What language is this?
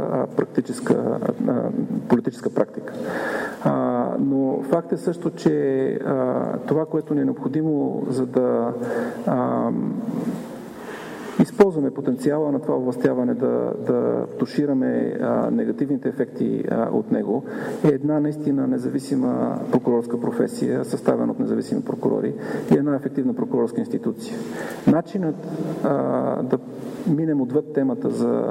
Bulgarian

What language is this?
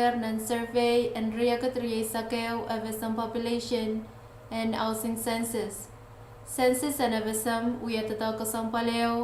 Pohnpeian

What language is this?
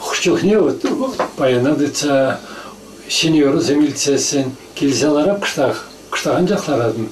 Chuvash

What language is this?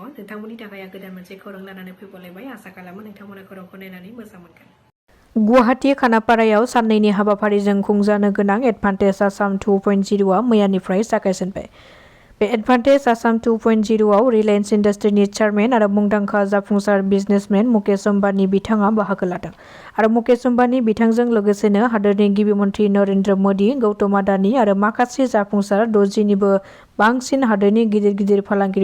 Bodo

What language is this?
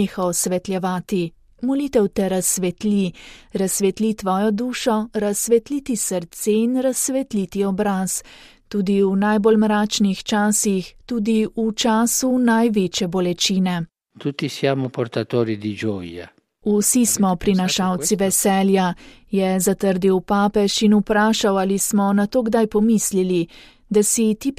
Slovenian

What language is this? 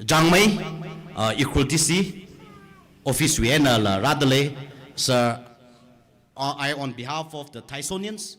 Tangkhul Naga (India)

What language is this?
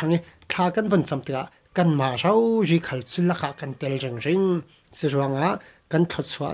Falam Chin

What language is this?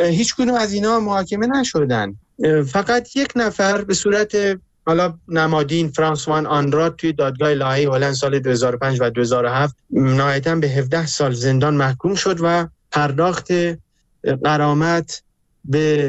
Persian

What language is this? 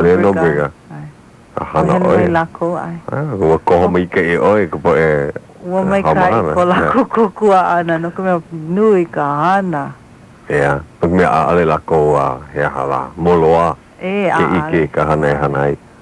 Hawaiian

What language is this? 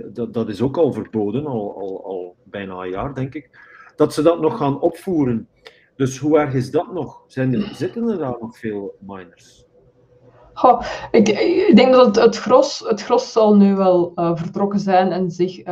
Dutch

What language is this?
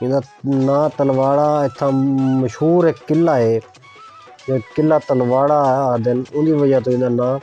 Saraiki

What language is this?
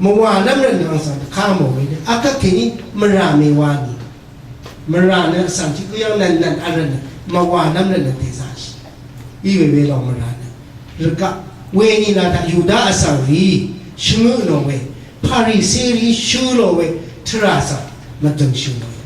Rawang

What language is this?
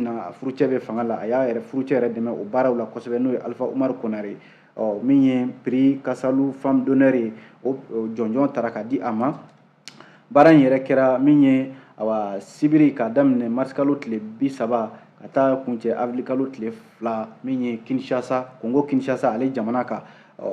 Bambara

